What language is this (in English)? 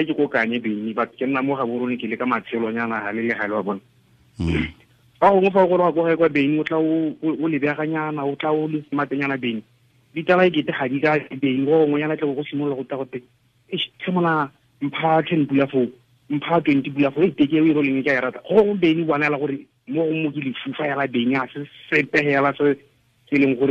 Tswana